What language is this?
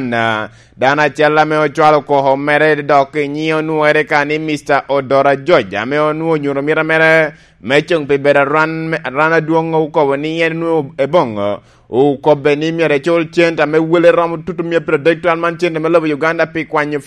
Lango (Uganda)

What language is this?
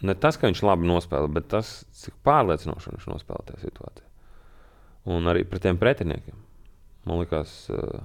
Latvian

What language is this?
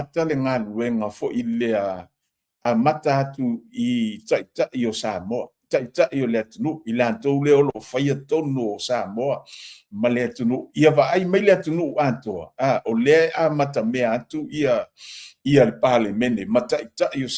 Samoan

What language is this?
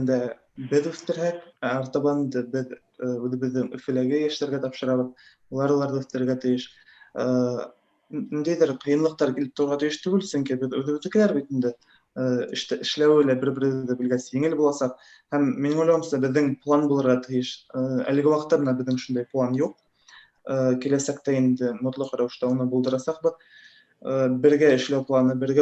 Bashkir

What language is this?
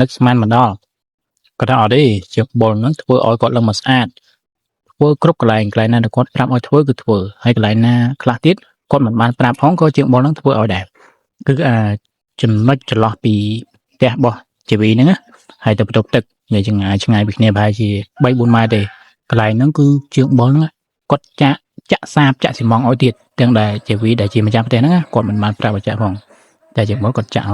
Khmer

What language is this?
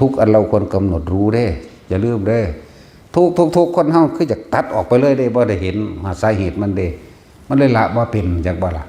Northeastern Thai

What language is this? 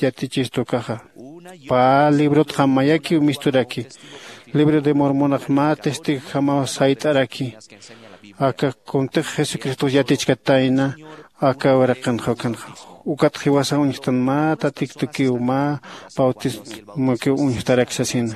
Aymara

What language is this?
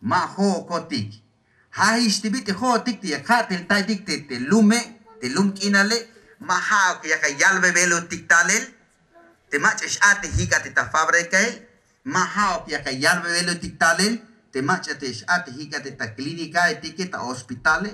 Tzeltal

